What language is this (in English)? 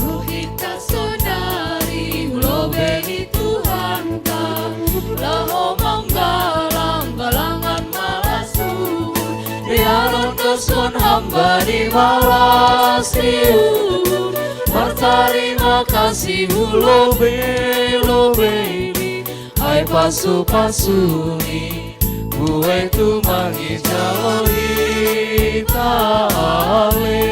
Batak Simalungun